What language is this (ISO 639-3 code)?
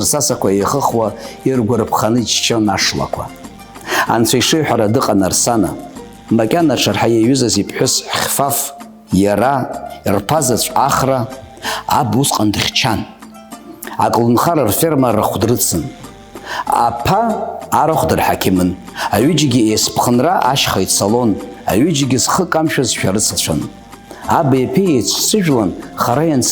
abk